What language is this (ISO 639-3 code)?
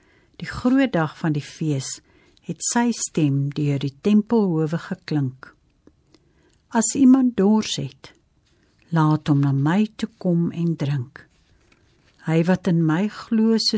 afr